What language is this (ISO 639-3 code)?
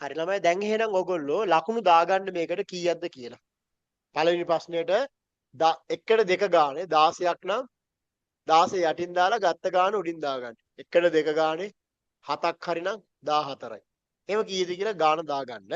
sin